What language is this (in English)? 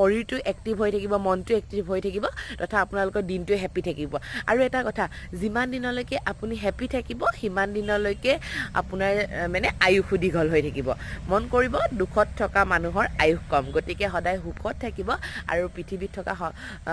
Assamese